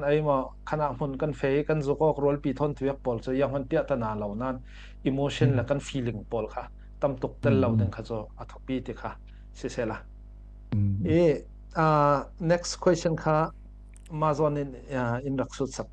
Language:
Falam Chin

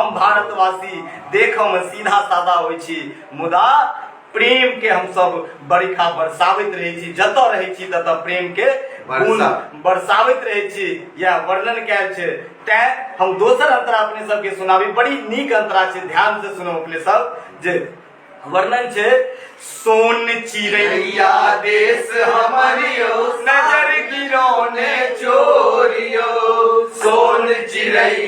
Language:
Maithili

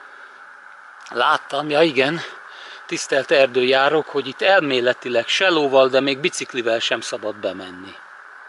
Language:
Hungarian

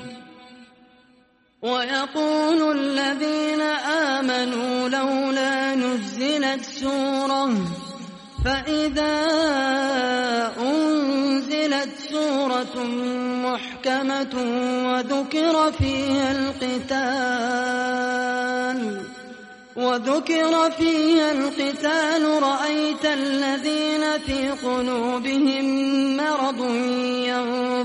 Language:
Arabic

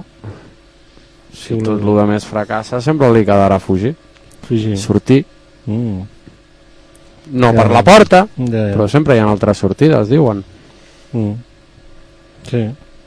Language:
Catalan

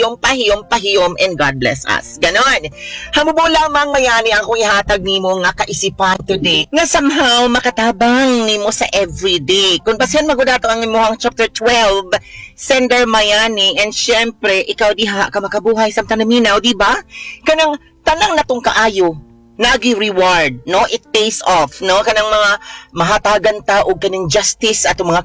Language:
Cebuano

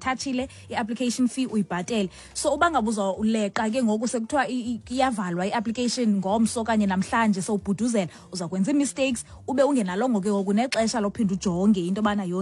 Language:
Xhosa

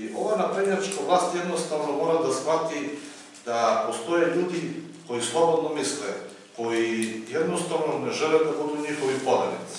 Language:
Macedonian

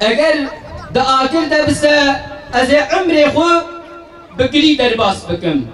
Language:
Kurdish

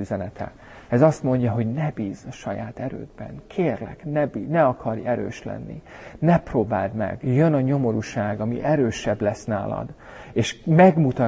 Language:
Hungarian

